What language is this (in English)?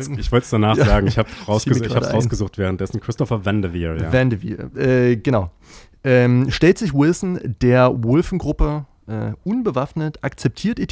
German